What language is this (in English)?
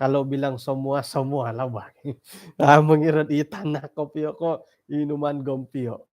Central Dusun